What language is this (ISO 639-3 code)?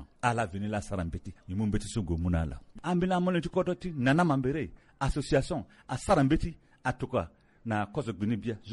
sag